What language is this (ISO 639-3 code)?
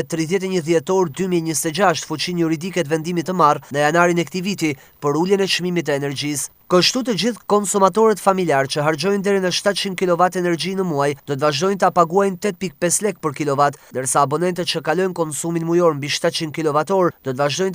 sqi